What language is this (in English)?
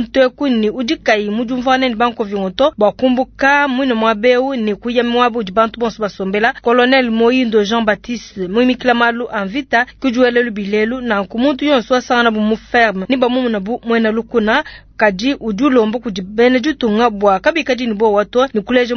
Luba-Lulua